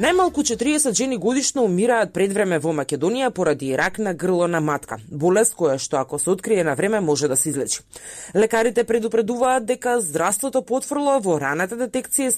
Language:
Macedonian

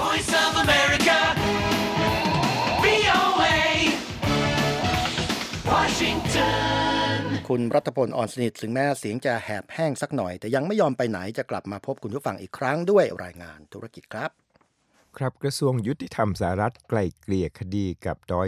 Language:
Thai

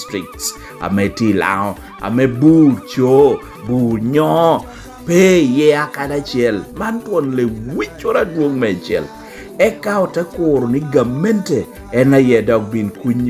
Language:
Lango (Uganda)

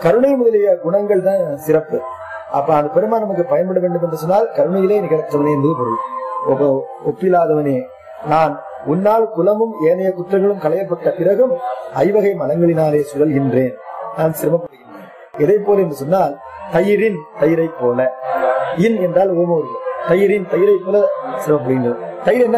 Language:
Tamil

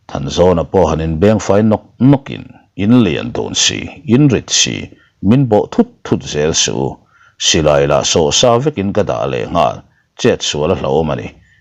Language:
Mizo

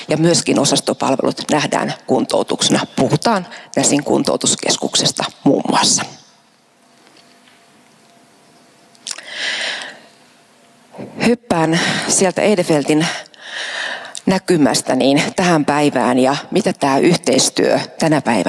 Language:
Finnish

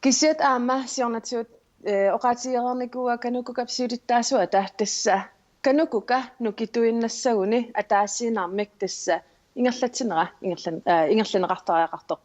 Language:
Kalaallisut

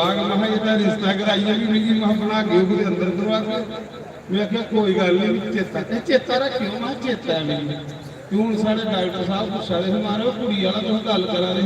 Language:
Dogri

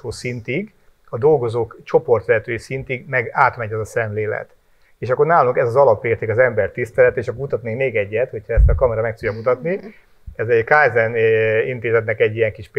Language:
Hungarian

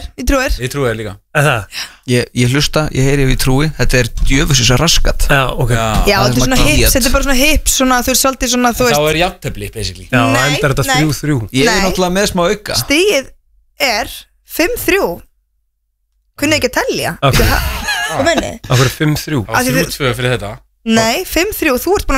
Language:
Icelandic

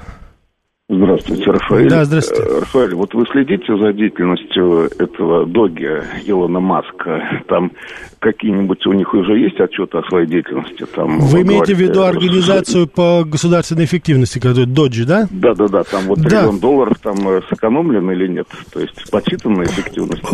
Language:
Russian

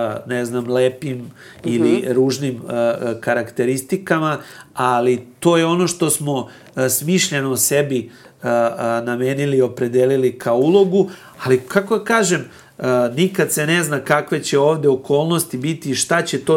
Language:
Serbian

